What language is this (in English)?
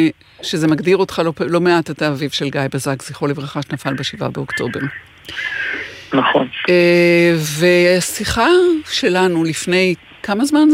Hebrew